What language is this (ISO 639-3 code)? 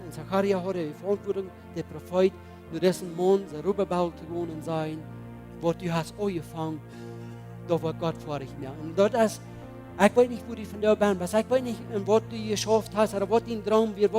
pdt